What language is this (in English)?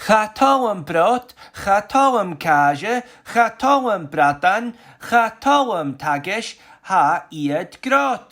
Scottish Gaelic